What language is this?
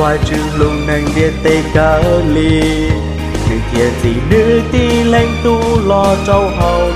Hmong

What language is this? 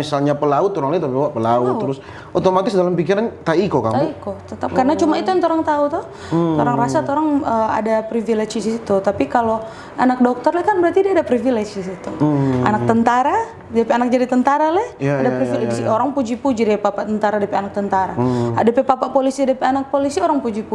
Manado Malay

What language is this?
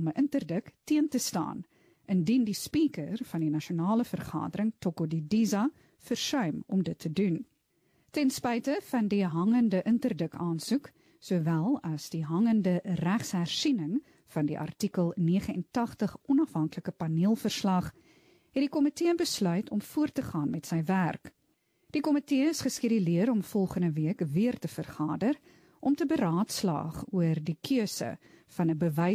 Afrikaans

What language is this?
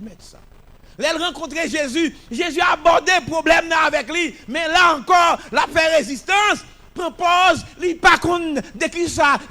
Haitian Creole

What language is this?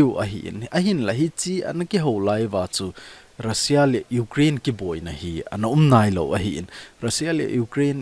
Thado Chin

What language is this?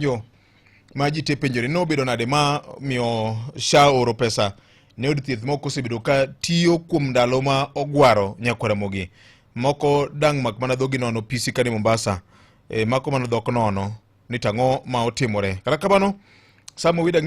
Luo (Kenya and Tanzania)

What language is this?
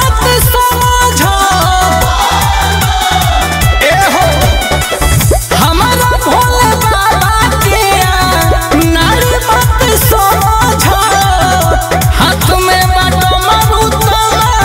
Bhojpuri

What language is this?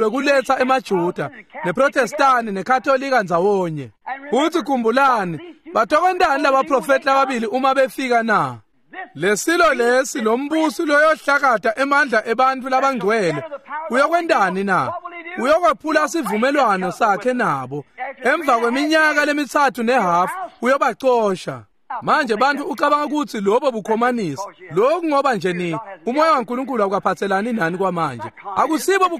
Swati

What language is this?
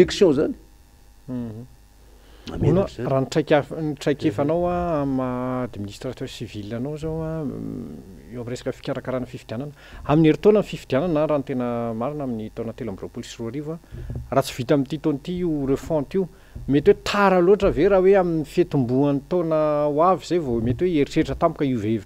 Malagasy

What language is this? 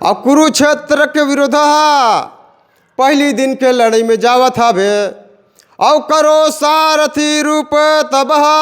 Chhattisgarhi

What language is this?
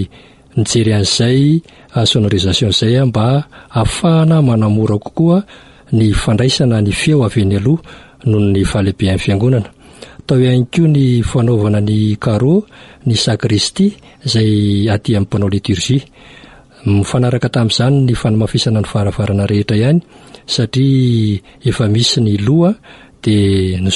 Malagasy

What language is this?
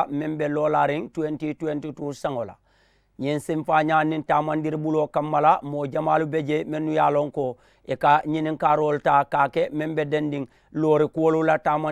Mandingo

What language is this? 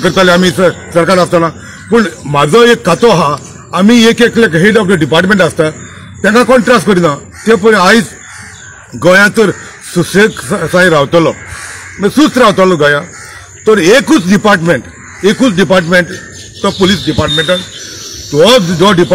Konkani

